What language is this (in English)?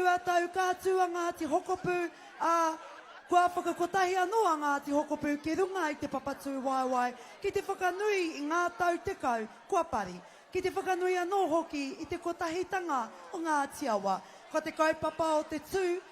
Māori